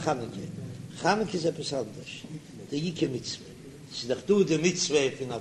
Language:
Yiddish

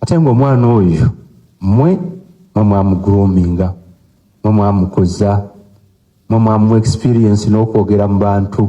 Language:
Ganda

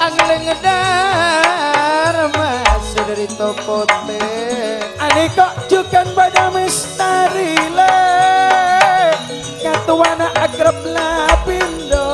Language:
Madurese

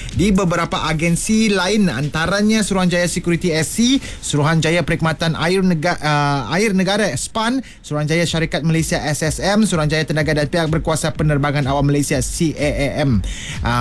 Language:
Malay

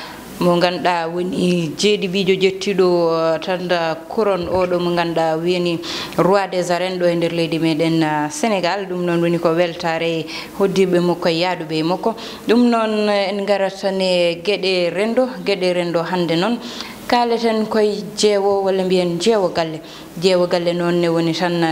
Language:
Fula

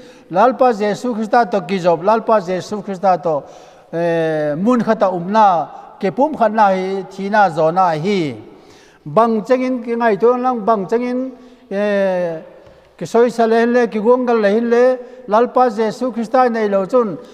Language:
Vaiphei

